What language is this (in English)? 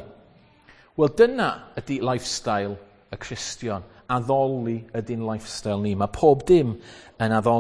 Welsh